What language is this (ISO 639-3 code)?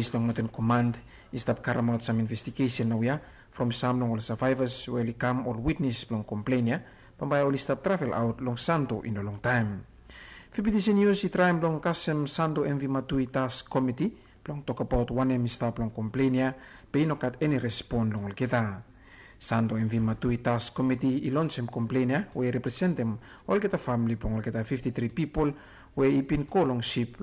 bis